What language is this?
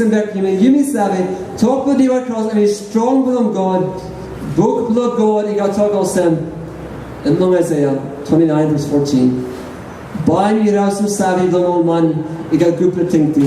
Tok Pisin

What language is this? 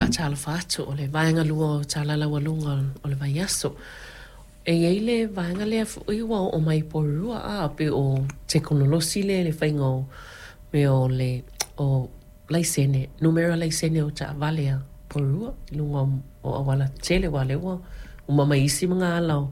Samoan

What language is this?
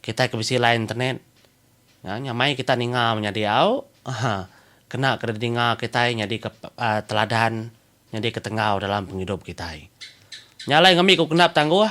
Iban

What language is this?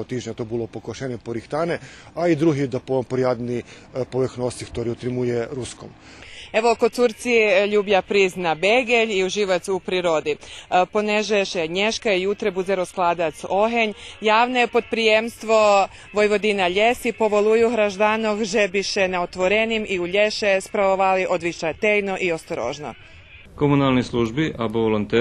Rusyn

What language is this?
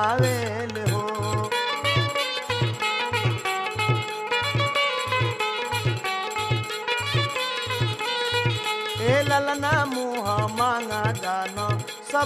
Bhojpuri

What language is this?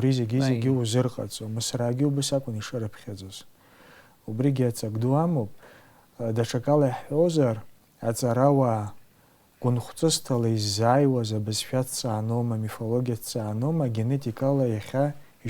Abkhazian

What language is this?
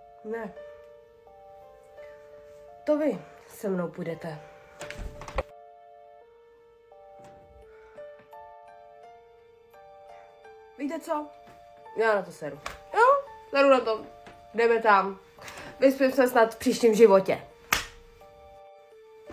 Czech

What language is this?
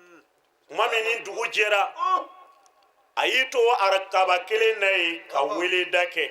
Bambara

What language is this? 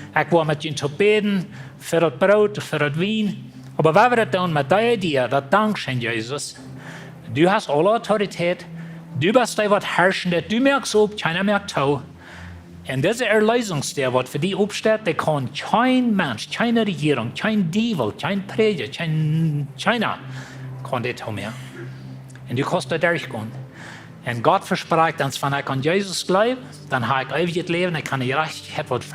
Plautdietsch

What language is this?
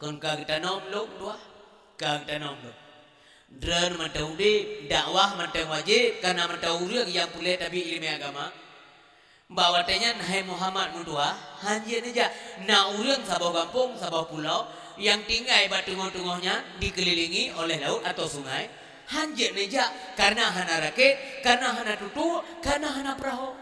Achinese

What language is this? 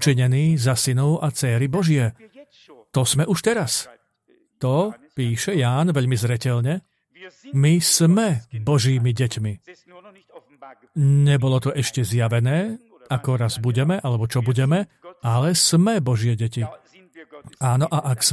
Slovak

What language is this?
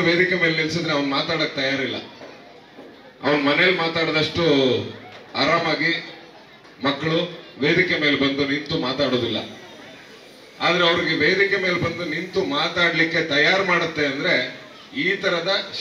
Kannada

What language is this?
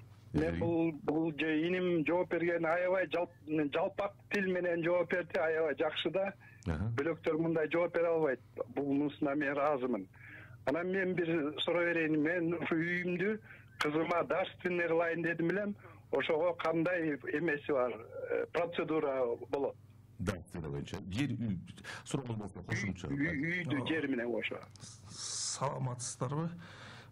Kyrgyz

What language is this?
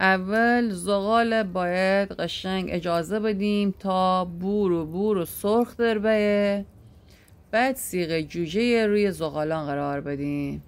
Gilaki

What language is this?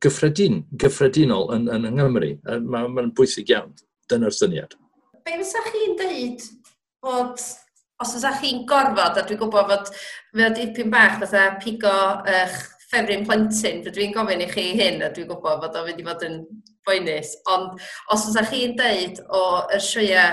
Welsh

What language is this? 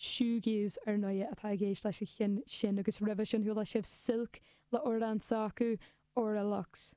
Irish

